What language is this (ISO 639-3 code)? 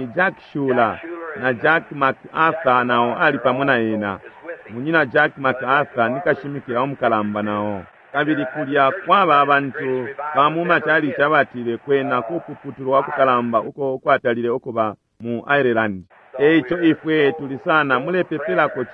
bem